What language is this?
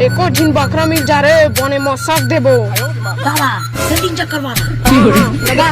Chhattisgarhi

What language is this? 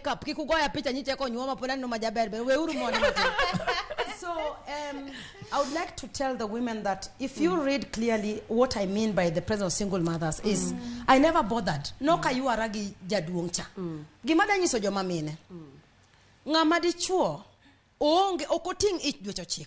Luo (Kenya and Tanzania)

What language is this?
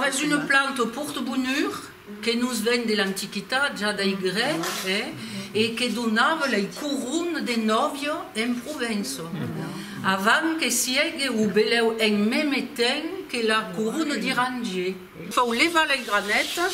Occitan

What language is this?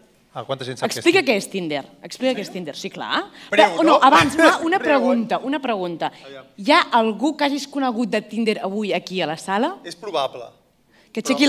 Catalan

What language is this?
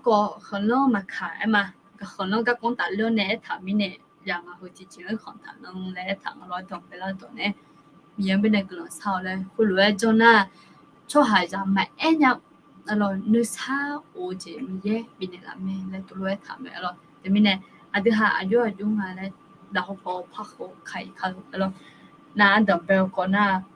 Akha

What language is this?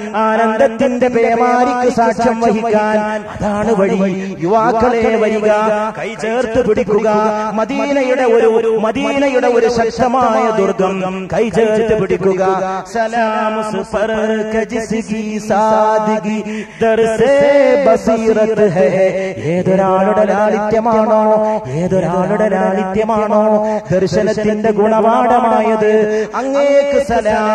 Malayalam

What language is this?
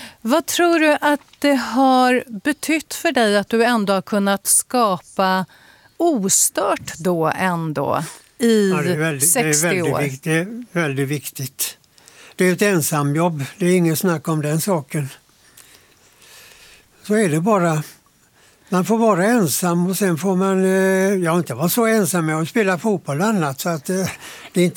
Swedish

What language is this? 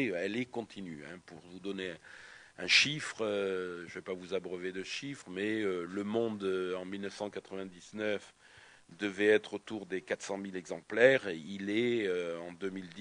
French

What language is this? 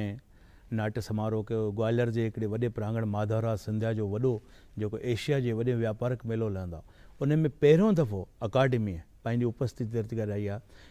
Sindhi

